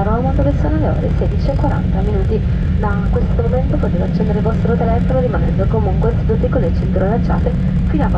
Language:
Italian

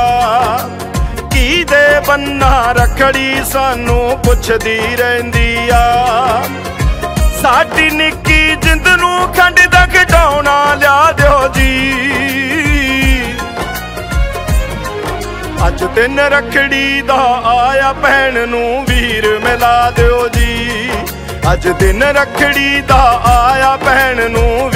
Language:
Punjabi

